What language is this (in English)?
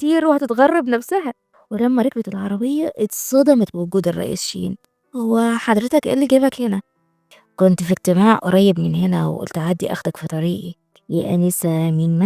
Egyptian Arabic